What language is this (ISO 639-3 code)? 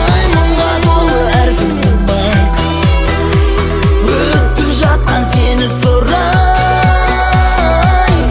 kaz